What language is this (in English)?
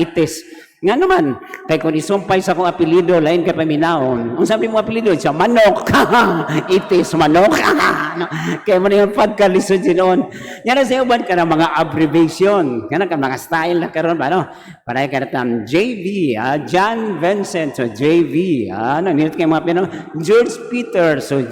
Cebuano